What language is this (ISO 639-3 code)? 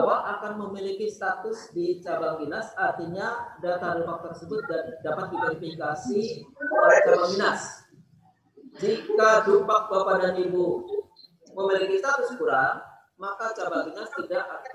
ind